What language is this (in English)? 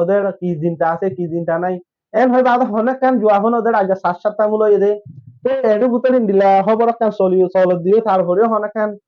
Rohingya